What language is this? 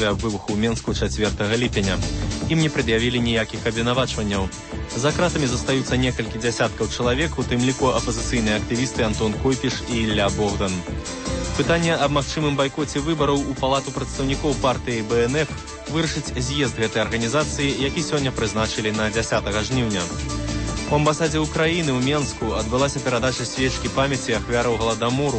Belarusian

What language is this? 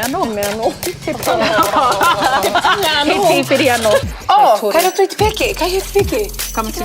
Māori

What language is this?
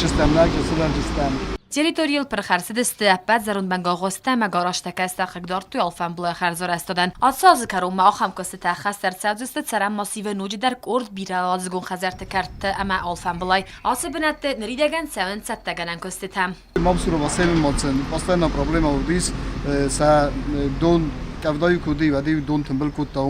Ossetic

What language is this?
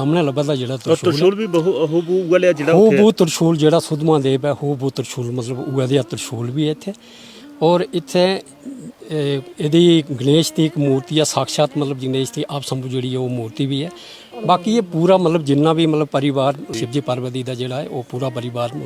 Dogri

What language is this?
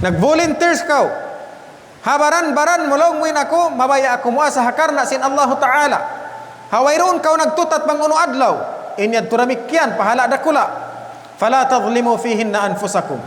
Tausug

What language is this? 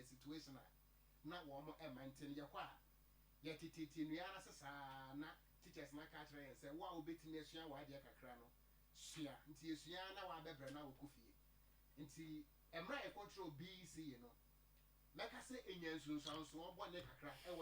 Akan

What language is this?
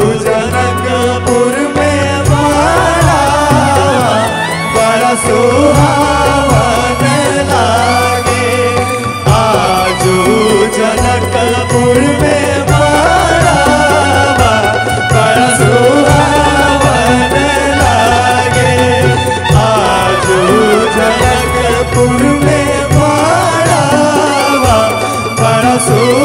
Bhojpuri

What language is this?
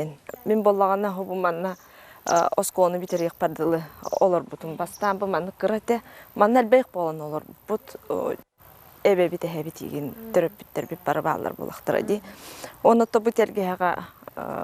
Yakut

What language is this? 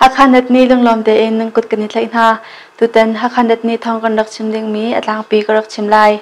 Hakha Chin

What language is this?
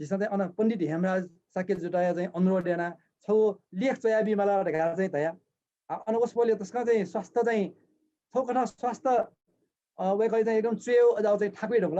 Newari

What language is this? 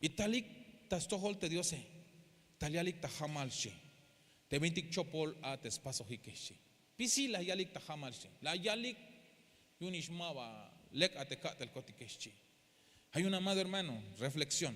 Tzeltal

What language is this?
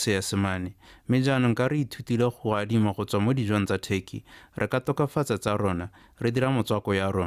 Tswana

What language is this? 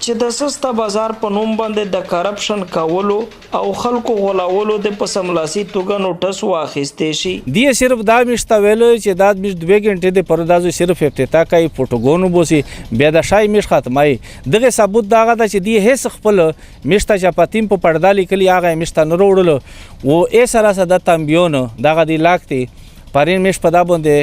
Pashto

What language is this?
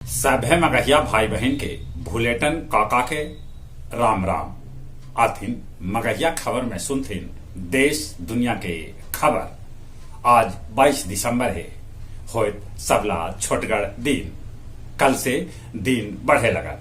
Magahi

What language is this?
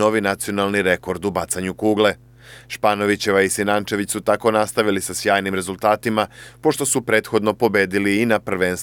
Serbian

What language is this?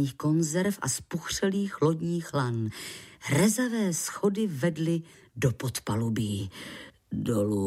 Czech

